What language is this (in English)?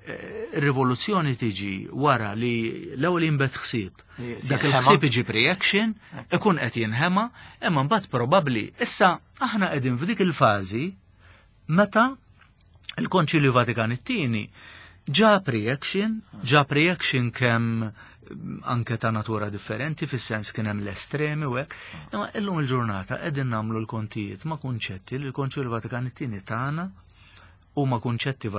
Maltese